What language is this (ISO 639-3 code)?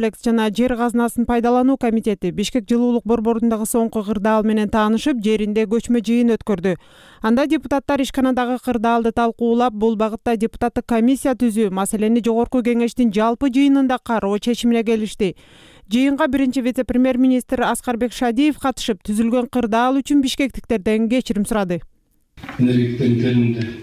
kir